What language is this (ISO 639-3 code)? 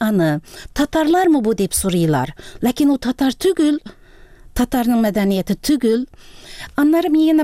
tat